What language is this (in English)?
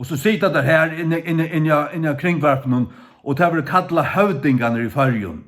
Faroese